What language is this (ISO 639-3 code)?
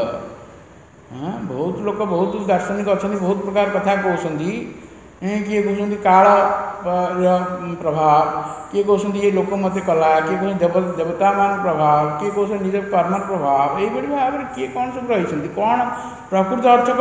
ori